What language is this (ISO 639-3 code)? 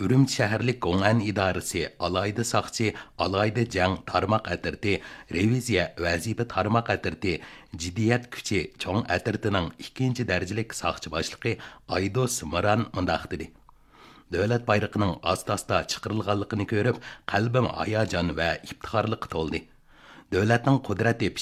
uig